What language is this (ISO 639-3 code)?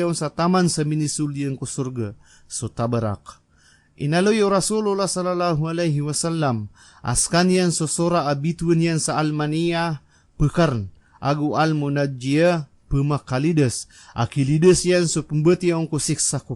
mrw